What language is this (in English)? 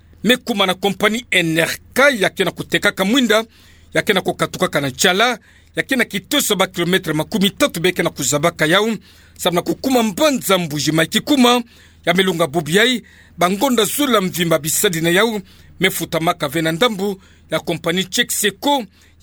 Kituba (Democratic Republic of Congo)